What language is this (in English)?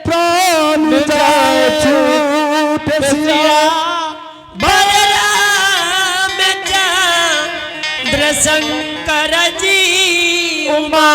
Angika